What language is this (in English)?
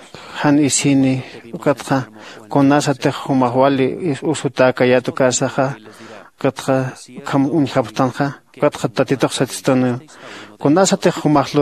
Aymara